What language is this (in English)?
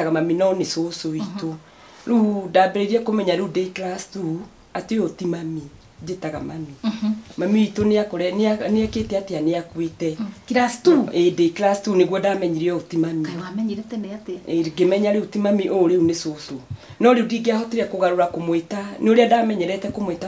Kikuyu